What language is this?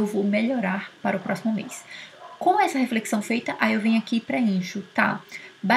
Portuguese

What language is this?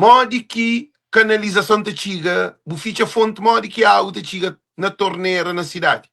Kabuverdianu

